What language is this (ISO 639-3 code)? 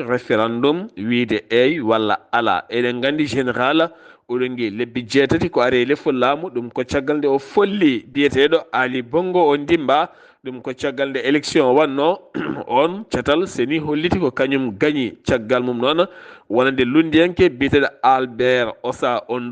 ful